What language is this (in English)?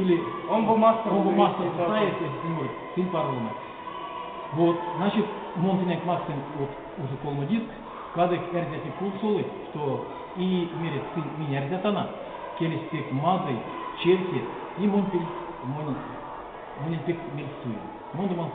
Erzya